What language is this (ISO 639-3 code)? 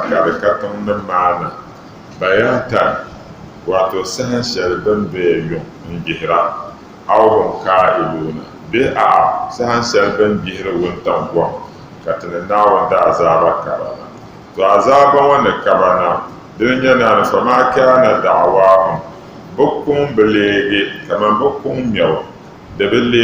dag